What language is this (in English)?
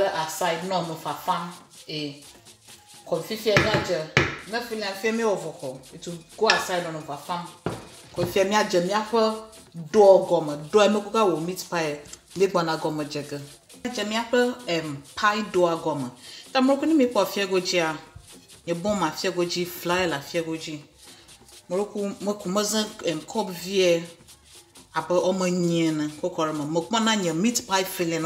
Ewe